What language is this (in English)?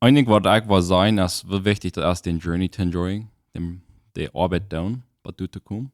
Plautdietsch